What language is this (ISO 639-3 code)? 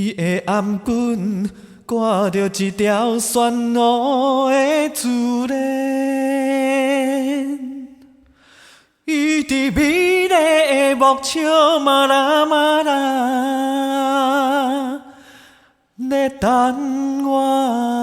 nan